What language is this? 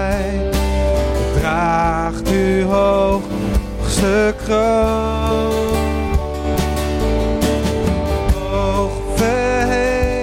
Dutch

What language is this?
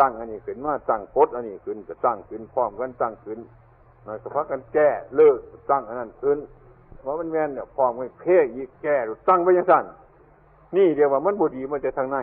Northeastern Thai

